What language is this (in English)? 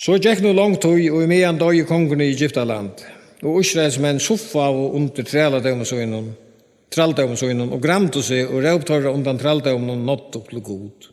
Faroese